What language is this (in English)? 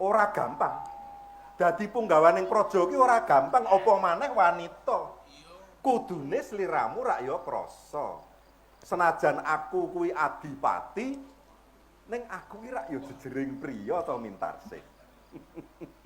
Javanese